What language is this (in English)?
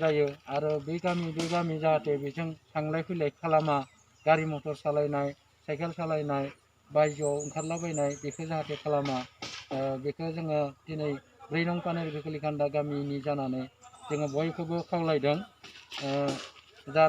Bodo